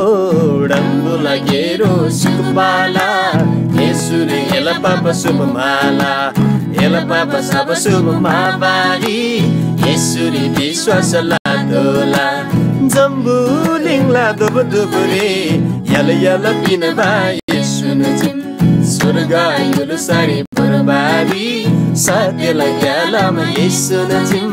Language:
Eastern Tamang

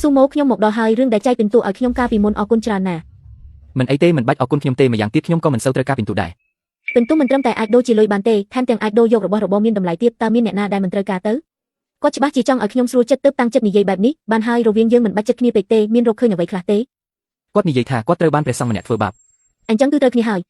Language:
Khmer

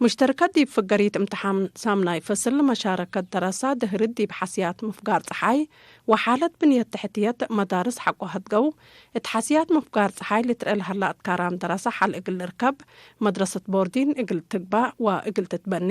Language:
Tigre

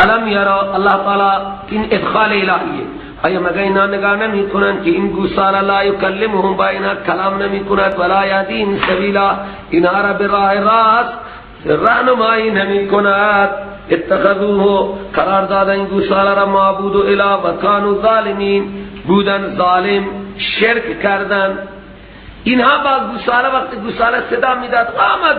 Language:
Persian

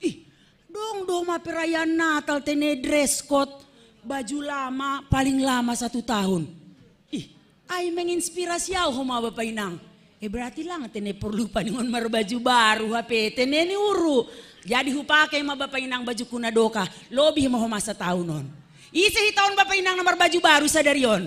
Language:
Batak Simalungun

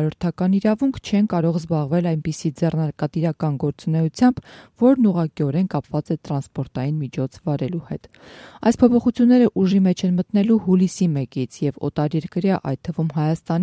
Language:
Armenian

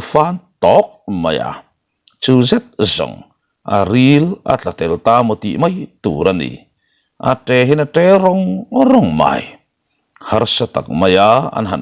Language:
Mizo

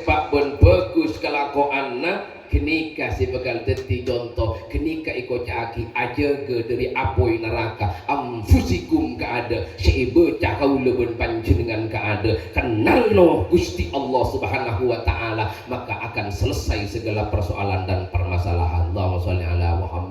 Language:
Madurese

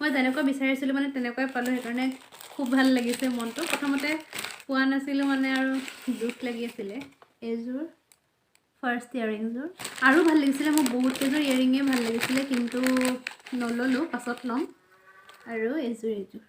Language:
Assamese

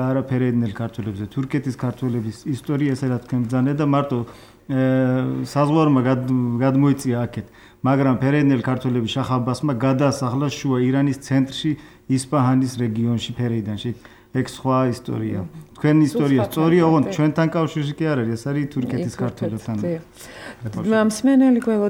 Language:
Georgian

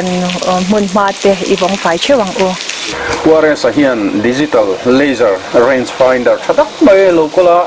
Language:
Mizo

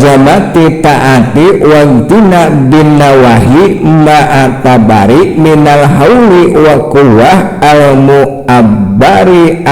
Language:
Sundanese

